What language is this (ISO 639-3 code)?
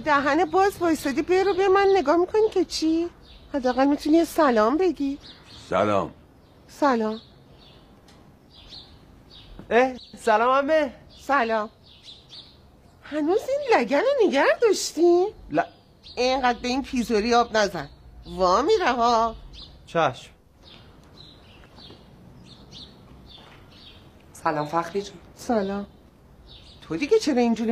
fas